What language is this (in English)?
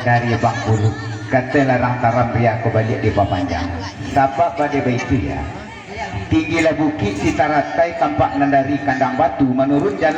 Minangkabau